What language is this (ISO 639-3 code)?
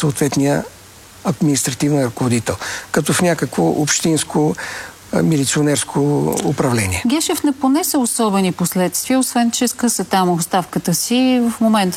bul